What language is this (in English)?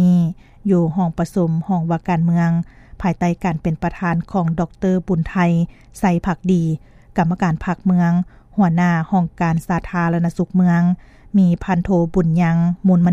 Lao